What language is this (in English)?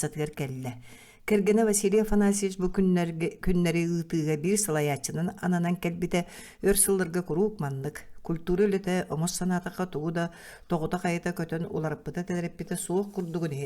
Yakut